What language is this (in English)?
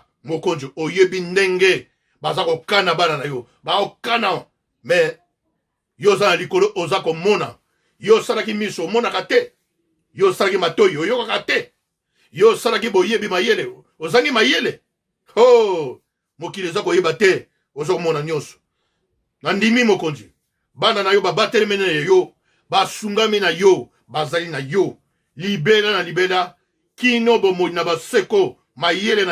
Lingala